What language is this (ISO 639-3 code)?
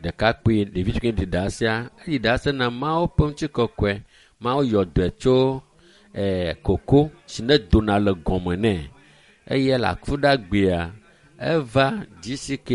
ewe